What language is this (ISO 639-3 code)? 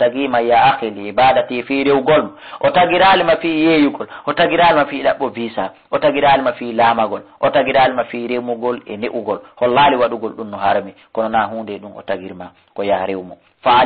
ful